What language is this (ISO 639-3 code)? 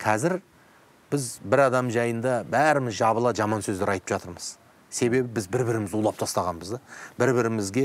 kaz